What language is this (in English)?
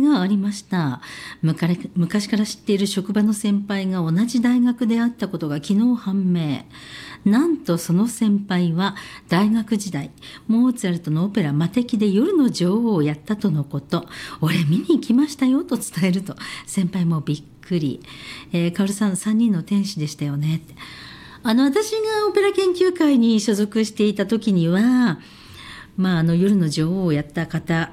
Japanese